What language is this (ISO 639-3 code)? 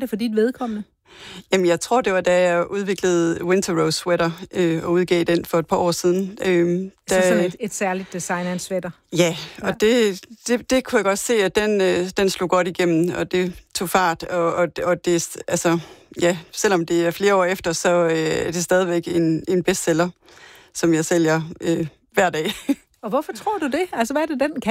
dan